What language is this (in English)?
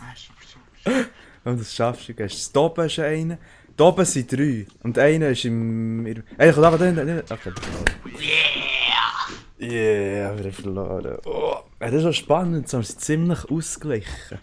Swiss German